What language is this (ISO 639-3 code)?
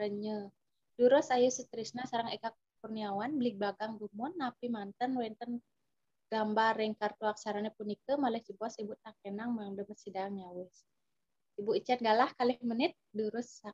ban